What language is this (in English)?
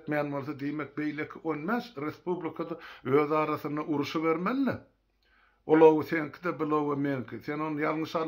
Turkmen